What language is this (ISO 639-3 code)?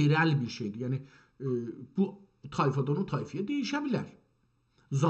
azb